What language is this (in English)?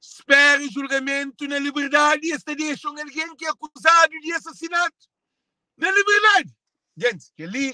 Kabuverdianu